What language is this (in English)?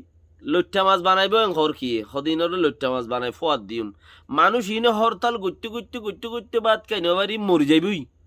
Rohingya